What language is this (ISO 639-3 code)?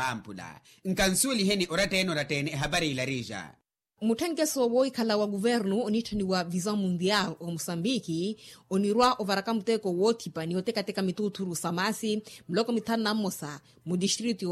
vmw